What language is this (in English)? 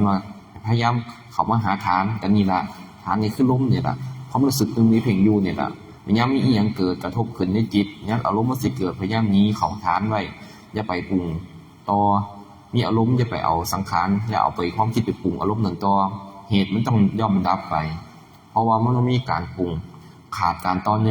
Northeastern Thai